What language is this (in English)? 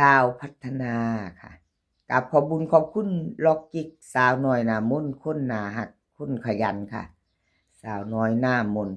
Northeastern Thai